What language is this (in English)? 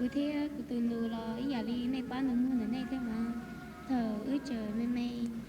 Hmong